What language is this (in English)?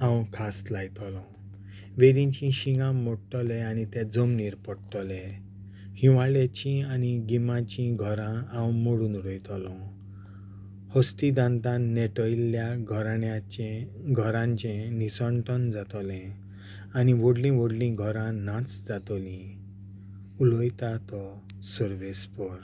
Konkani